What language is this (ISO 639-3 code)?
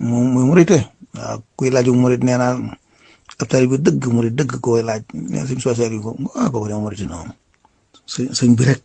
wol